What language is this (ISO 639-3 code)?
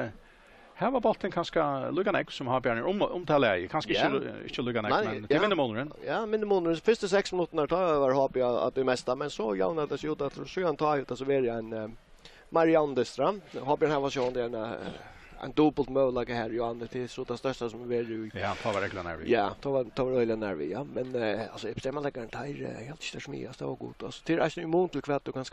fao